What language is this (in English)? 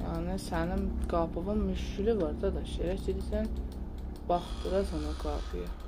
South Azerbaijani